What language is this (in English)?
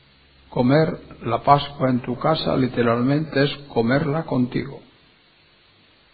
Spanish